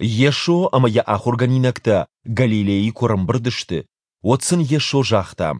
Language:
Ossetic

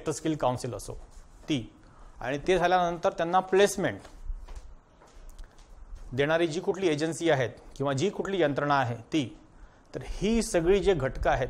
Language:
Marathi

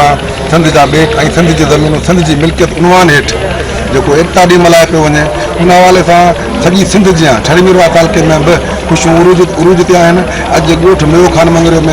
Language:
Sindhi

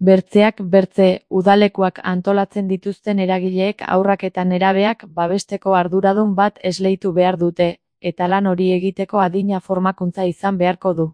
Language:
Basque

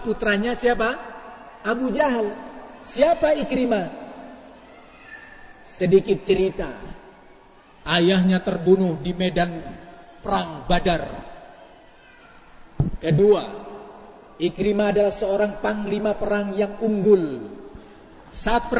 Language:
Indonesian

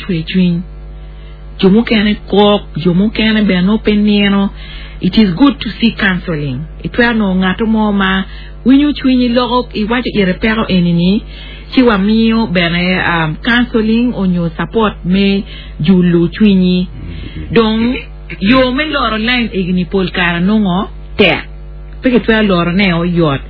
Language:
Acoli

